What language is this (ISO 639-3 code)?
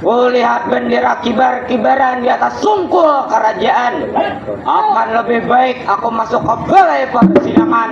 bjn